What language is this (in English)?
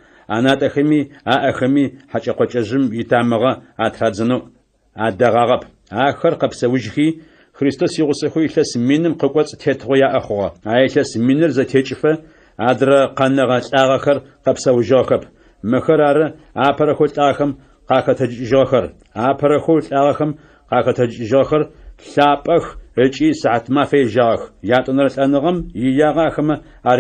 Adyghe